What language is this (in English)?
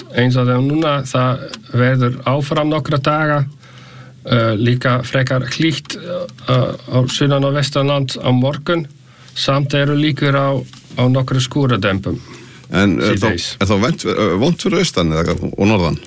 Icelandic